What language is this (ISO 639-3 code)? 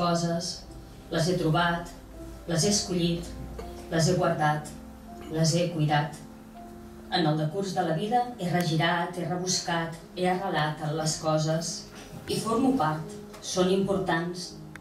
cat